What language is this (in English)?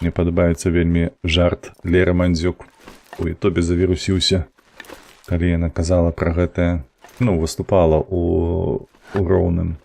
Belarusian